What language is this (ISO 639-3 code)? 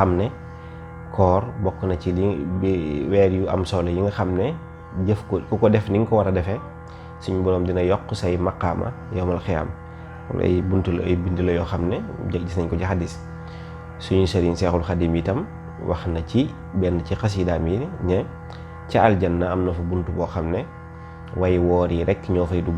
wol